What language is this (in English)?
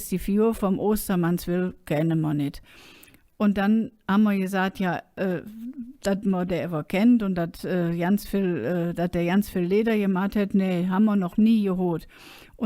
Colognian